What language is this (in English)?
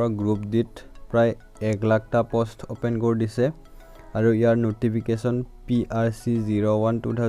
Assamese